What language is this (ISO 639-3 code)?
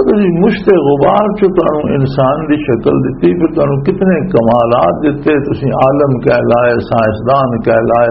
lah